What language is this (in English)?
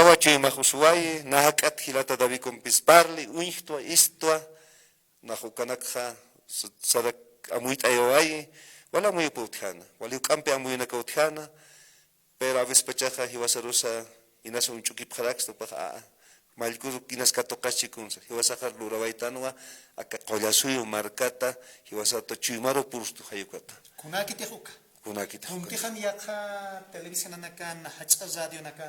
Aymara